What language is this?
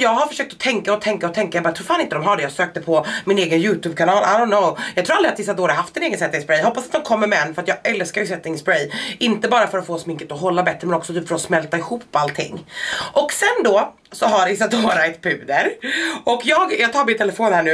Swedish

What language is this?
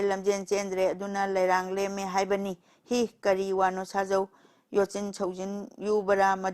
Manipuri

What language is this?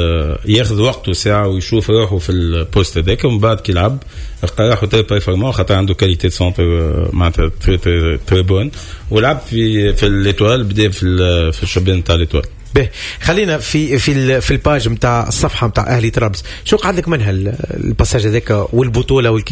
Tunisian Arabic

